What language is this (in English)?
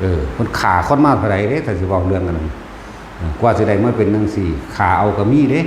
Northeastern Thai